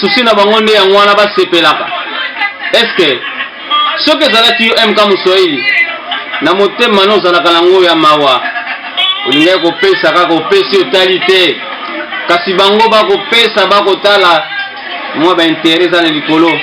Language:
Lingala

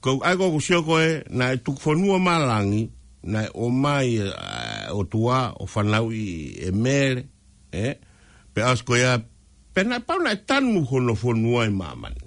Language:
Tongan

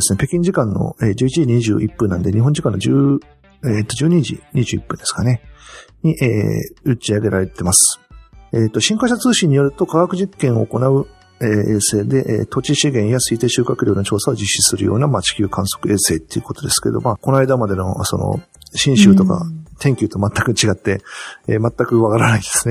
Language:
Japanese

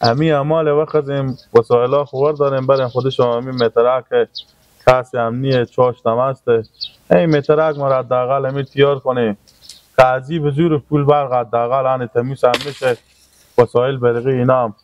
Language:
Persian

